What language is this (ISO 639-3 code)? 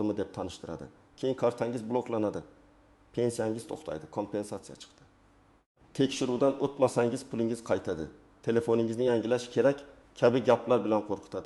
uzb